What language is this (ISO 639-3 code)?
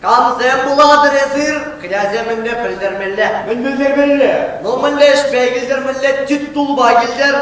chv